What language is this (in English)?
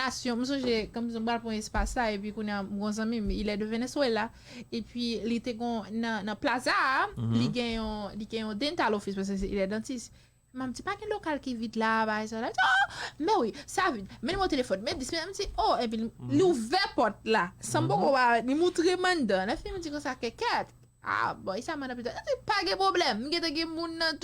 Haitian Creole